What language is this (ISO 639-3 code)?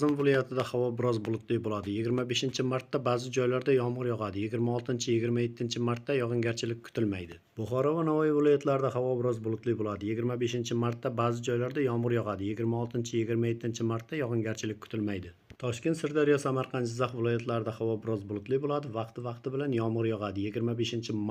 uzb